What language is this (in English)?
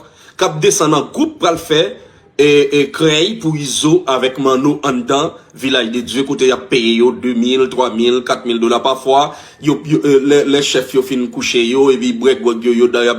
Haitian Creole